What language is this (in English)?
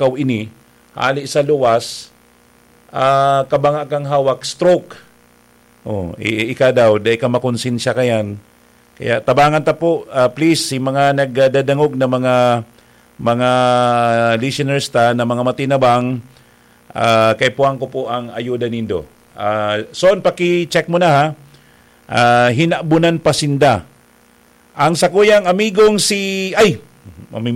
Bikol